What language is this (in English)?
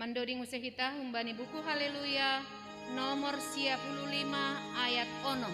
Batak Simalungun